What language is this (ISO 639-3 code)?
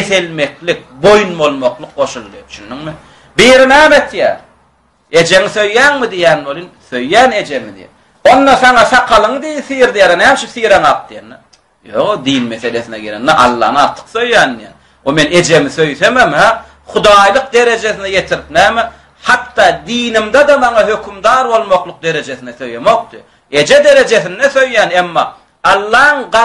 tuk